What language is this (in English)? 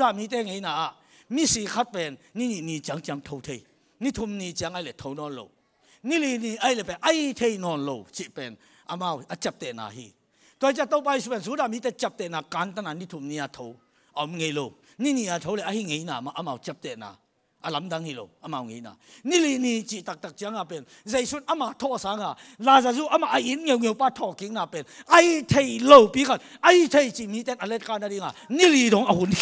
Tedim Chin